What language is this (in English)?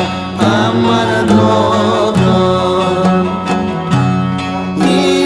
Greek